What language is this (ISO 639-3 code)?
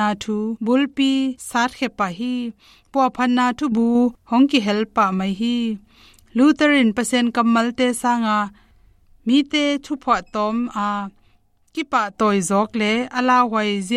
ctd